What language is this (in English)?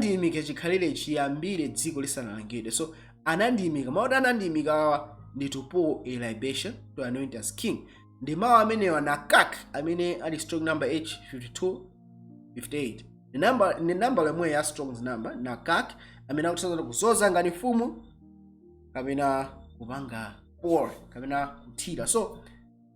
Nyanja